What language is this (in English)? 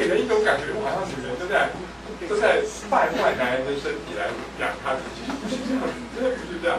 Chinese